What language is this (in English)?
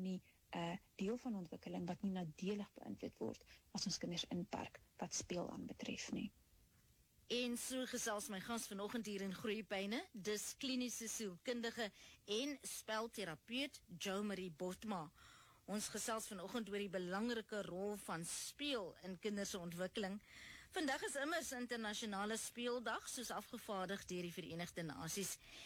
Afrikaans